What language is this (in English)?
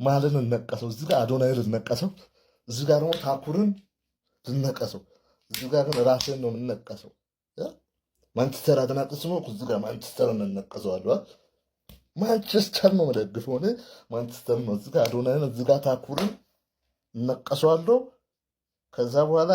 Amharic